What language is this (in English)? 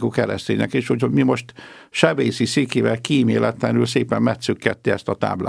Hungarian